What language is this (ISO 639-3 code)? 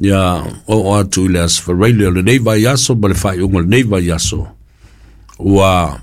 smo